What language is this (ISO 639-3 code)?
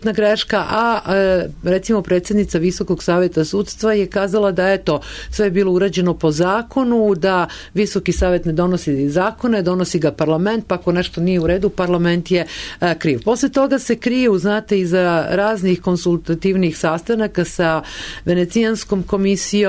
srp